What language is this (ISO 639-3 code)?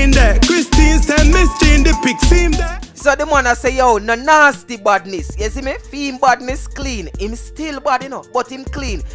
jam